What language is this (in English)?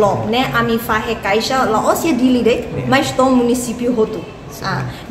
Tetum